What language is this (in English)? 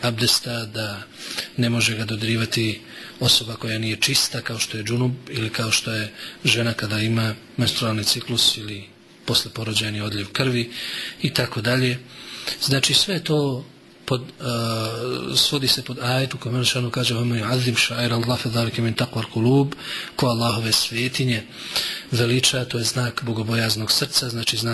Bosnian